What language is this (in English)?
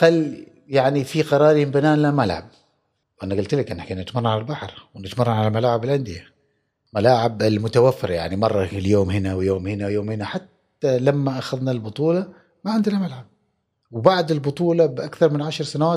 Gulf Arabic